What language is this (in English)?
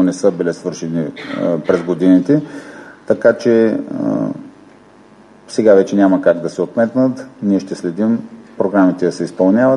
Bulgarian